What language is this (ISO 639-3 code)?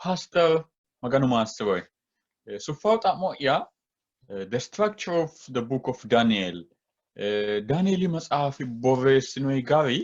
sid